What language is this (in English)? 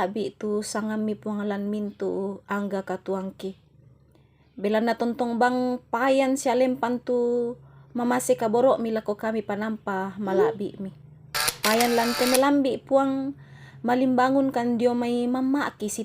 Toraja-Sa'dan